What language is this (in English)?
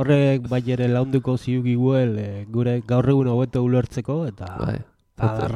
Basque